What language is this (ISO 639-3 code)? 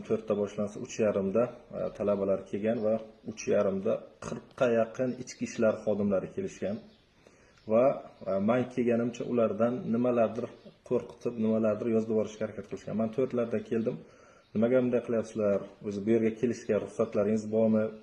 uzb